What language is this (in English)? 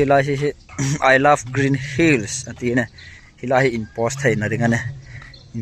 Hmar